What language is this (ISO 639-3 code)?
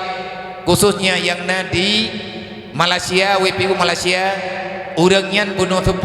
ace